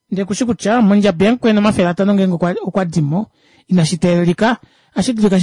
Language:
Kuanyama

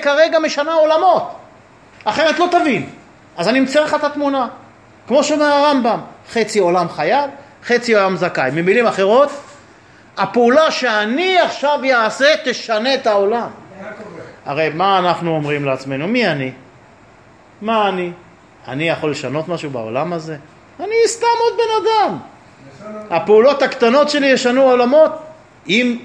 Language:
Hebrew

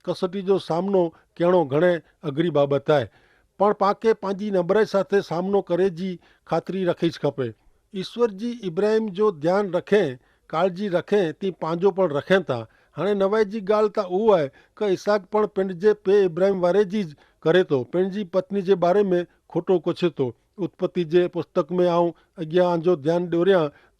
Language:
Kachhi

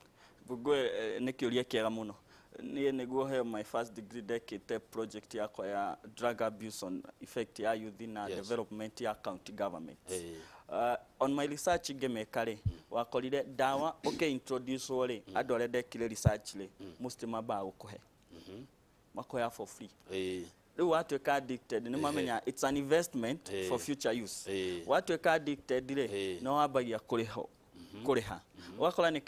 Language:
Kikuyu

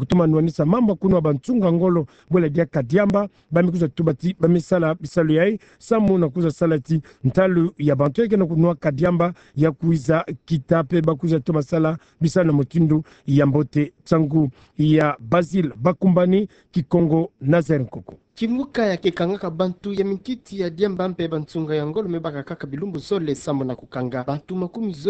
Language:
Kituba (Democratic Republic of Congo)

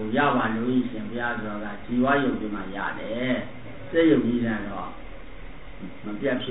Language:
Burmese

